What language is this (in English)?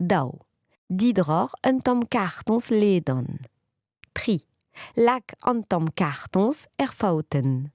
Breton